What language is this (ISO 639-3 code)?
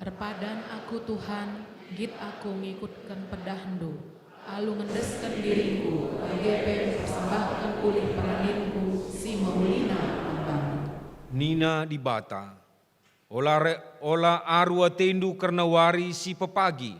btx